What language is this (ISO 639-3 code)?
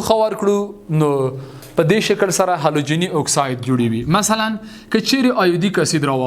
pus